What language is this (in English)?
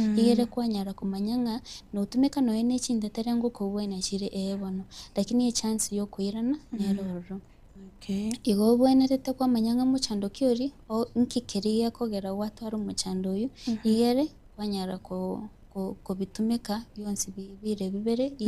Gusii